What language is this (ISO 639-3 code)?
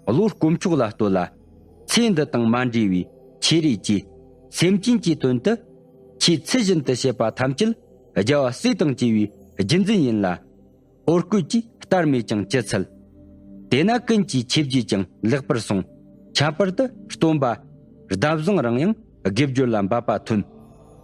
bod